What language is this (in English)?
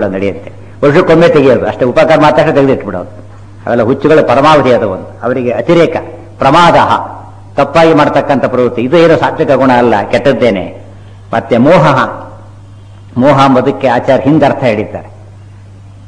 Kannada